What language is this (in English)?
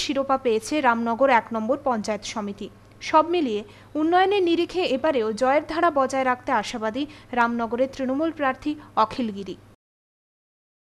Bangla